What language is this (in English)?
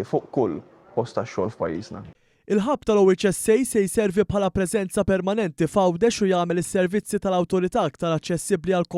Maltese